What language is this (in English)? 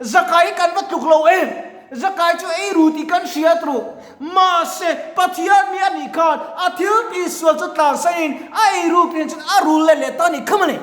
Mizo